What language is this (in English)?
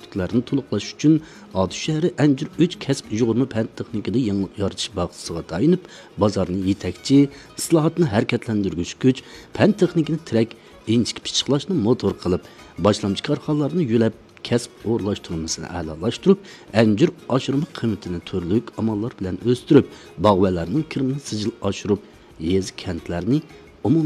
Uyghur